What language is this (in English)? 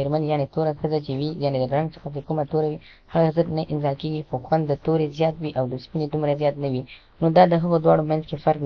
Pashto